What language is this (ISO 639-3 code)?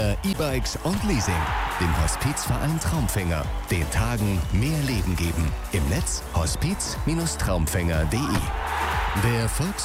deu